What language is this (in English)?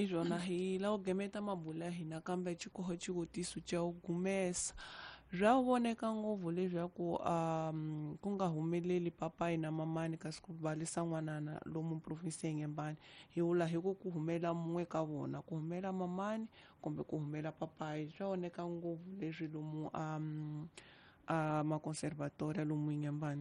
Tsonga